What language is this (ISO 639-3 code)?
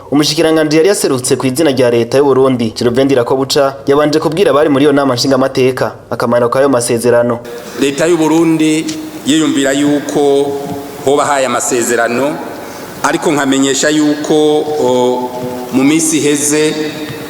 run